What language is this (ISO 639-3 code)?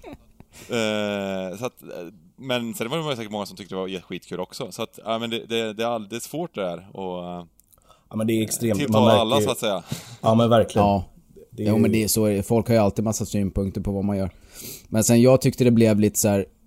swe